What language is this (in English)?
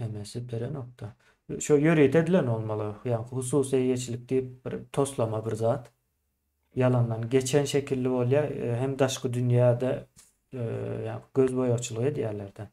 Turkmen